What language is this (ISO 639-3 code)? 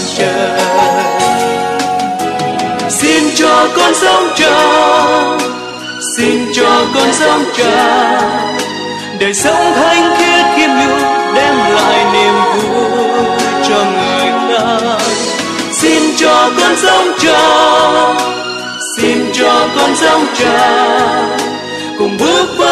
vie